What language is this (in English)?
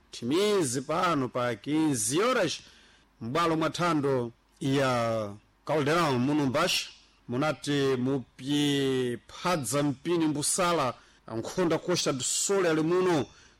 Sena